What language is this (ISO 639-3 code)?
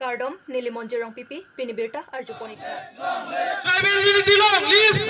mjw